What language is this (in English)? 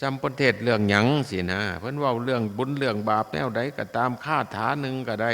Northeastern Thai